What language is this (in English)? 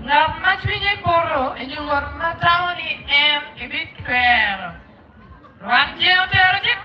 Acoli